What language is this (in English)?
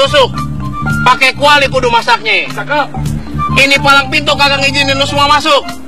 Betawi